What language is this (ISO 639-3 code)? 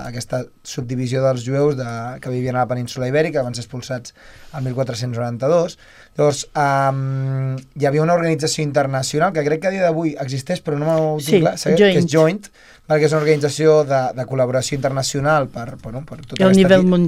cat